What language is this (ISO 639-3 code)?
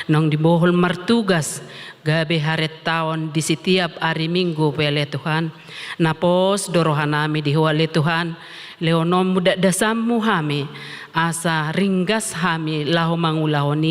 bbc